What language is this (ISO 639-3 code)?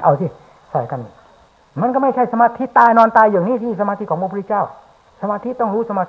tha